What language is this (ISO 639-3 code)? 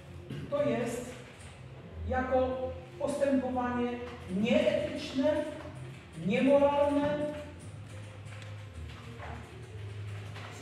pol